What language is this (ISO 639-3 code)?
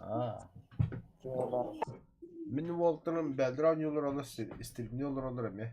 sah